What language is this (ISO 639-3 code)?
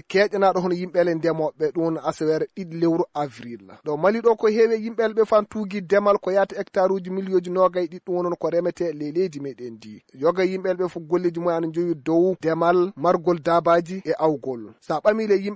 ful